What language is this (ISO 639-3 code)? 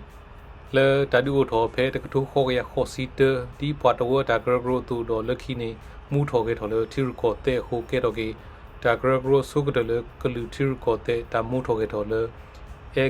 ksw